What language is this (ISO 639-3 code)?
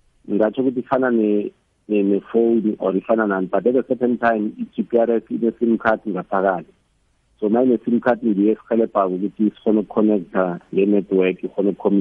nbl